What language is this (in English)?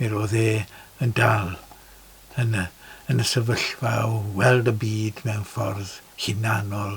Welsh